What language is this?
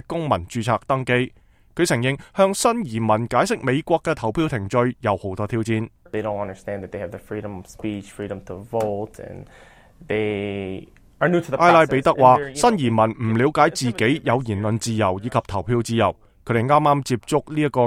Cantonese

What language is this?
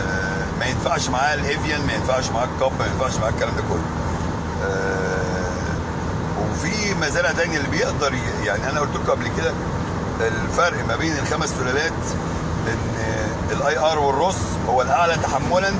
Egyptian Arabic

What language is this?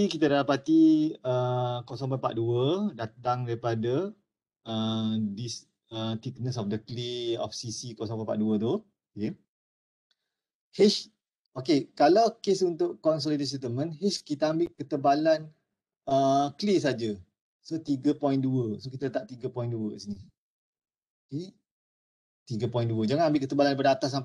Malay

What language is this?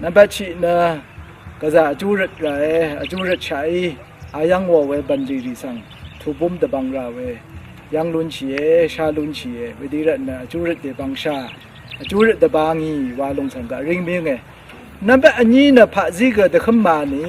Rawang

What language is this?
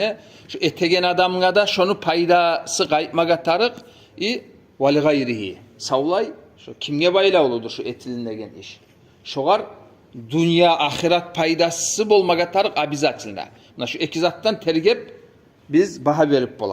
Kumyk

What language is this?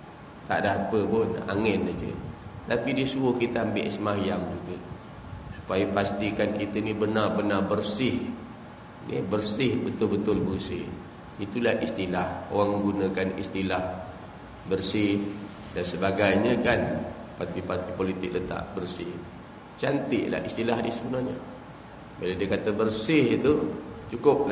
Malay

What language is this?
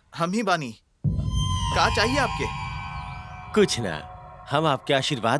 Bhojpuri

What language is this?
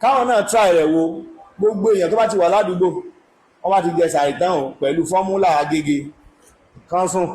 Yoruba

